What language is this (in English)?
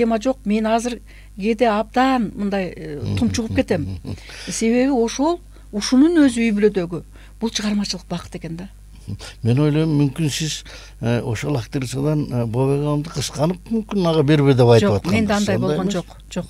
Kyrgyz